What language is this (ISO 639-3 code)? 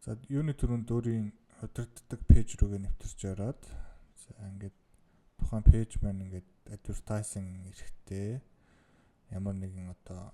mon